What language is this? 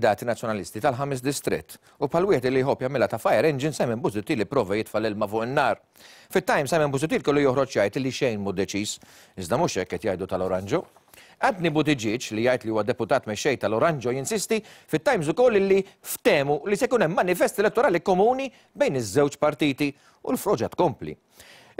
Maltese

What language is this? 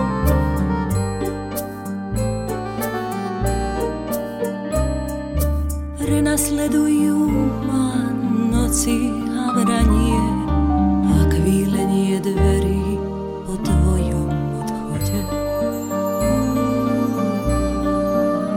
Slovak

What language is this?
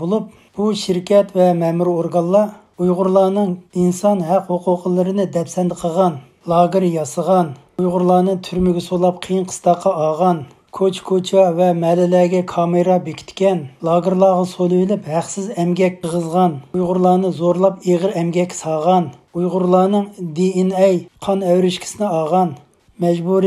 Uyghur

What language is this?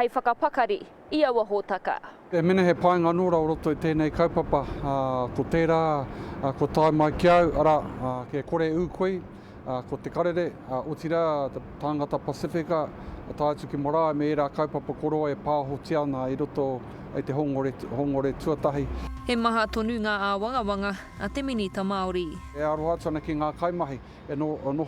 Māori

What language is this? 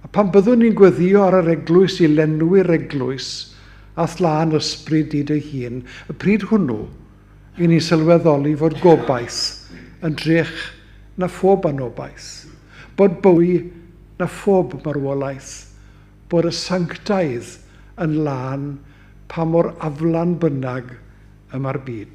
Welsh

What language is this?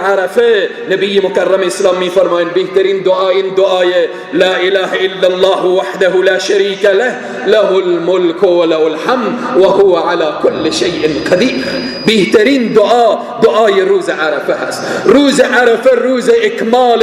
Persian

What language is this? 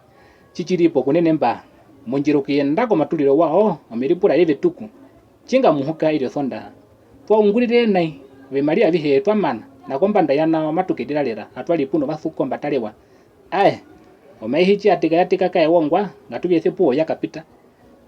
Herero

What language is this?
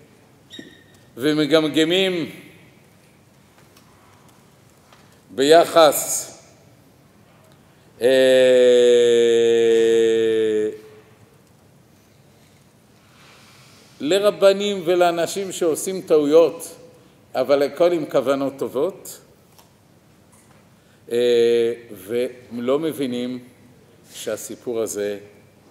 Hebrew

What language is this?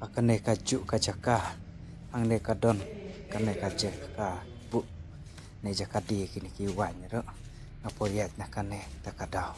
Khasi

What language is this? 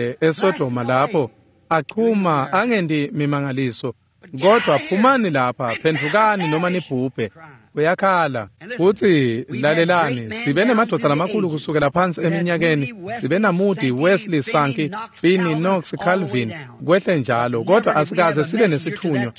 Swati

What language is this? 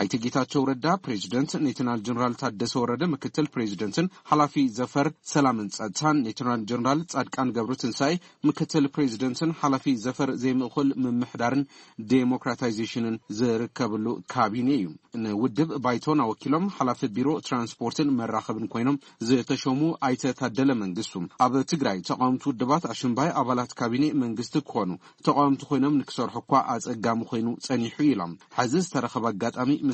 Tigrinya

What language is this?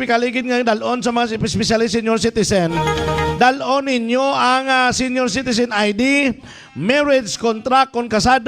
Hiligaynon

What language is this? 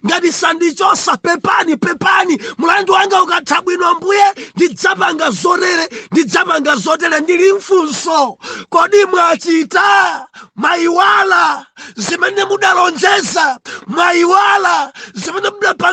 Nyanja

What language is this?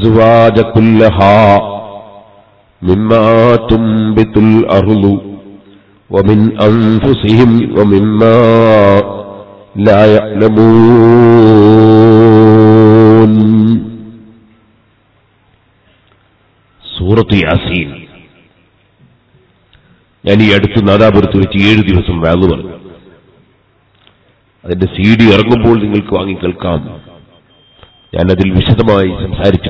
Malayalam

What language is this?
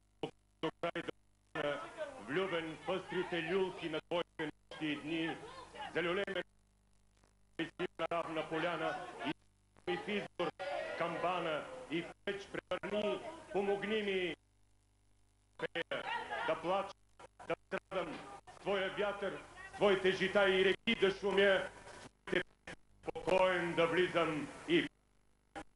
Bulgarian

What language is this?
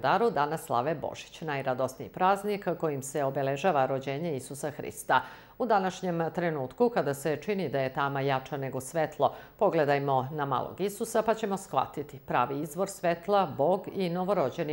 Serbian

